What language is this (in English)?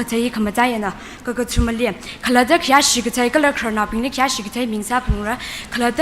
Tangkhul Naga (India)